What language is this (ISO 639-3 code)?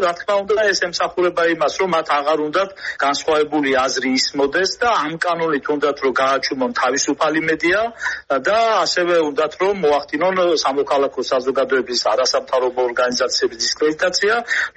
kat